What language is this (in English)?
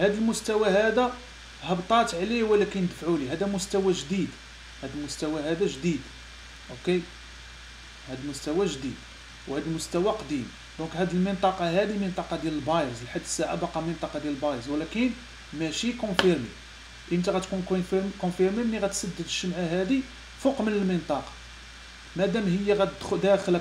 Moroccan Arabic